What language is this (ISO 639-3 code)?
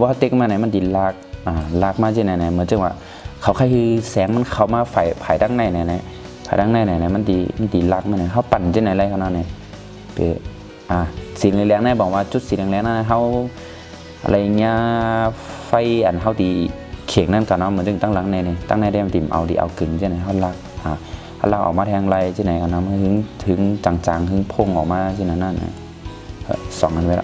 shn